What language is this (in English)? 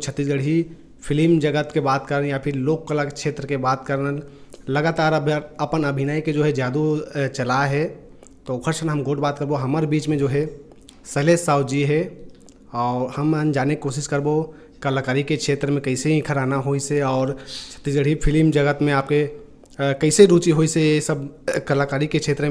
Chhattisgarhi